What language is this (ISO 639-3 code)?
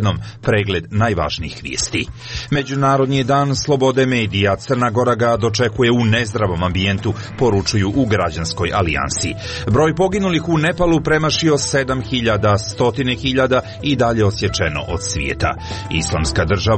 srp